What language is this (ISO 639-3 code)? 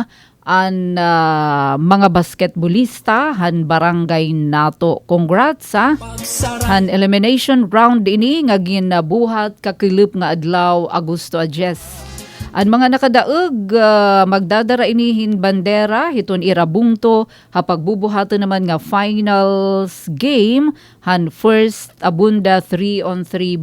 war